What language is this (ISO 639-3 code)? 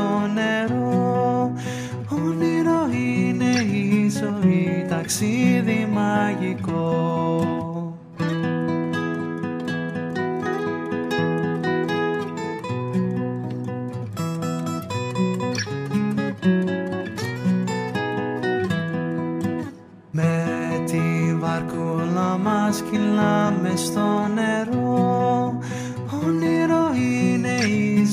ell